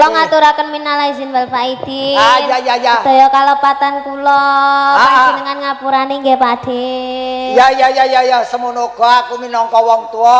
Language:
Javanese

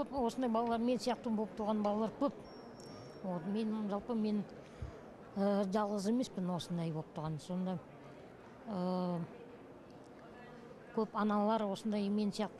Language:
Kazakh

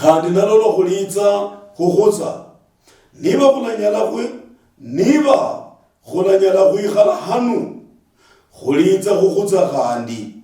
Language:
Luyia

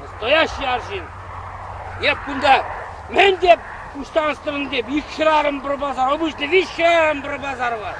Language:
Chuvash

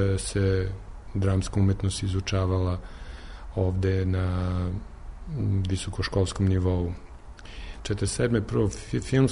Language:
Serbian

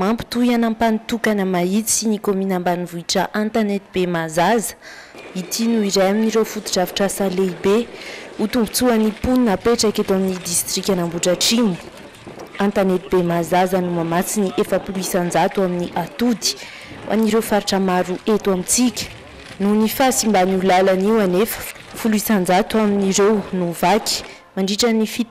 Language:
Malagasy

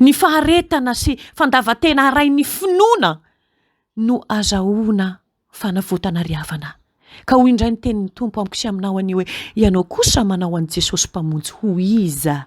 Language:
Malagasy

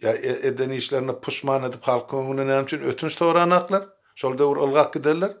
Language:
Turkmen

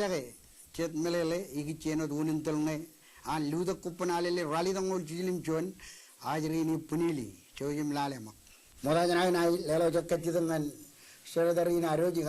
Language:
Marshallese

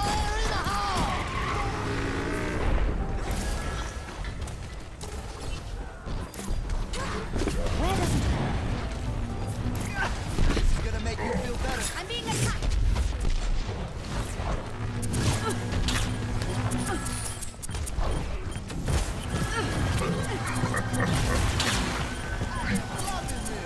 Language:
English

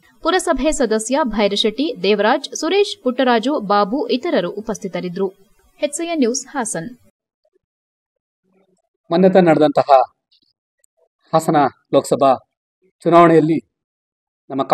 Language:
Kannada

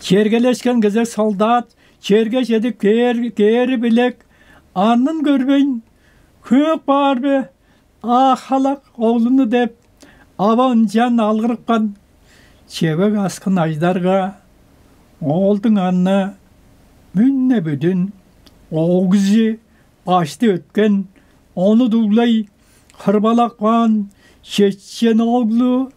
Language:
Tuvinian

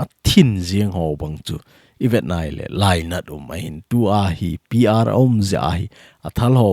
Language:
Thado Chin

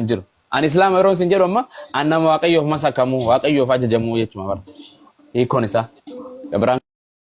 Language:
Oromo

